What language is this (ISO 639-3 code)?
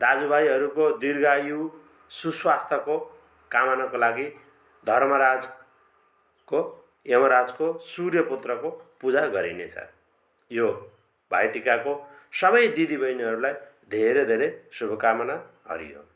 nep